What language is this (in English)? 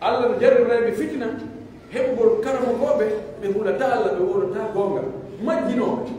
Pular